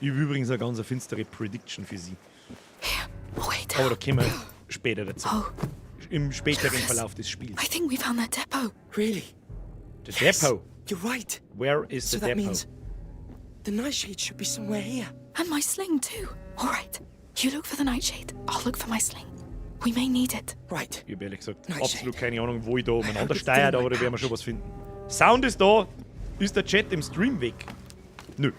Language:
Bavarian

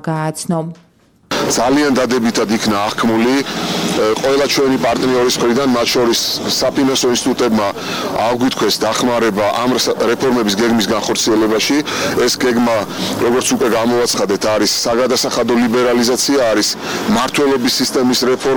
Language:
Georgian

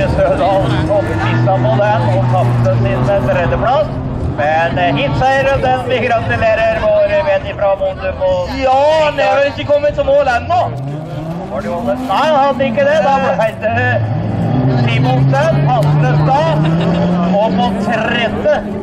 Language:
Norwegian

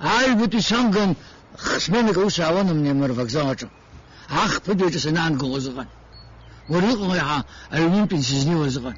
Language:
Abkhazian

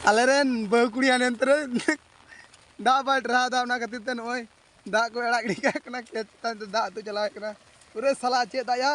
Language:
Santali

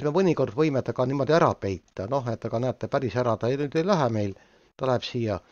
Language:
Estonian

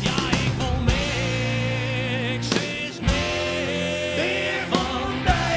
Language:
Western Frisian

